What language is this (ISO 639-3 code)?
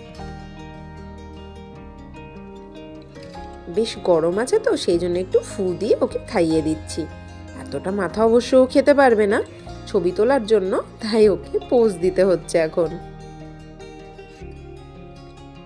ben